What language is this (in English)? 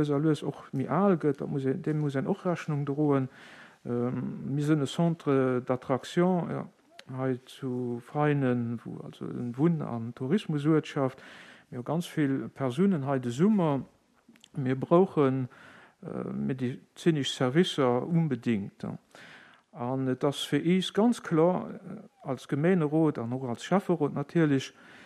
Luxembourgish